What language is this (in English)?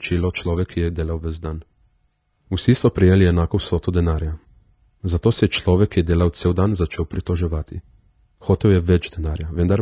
Slovenian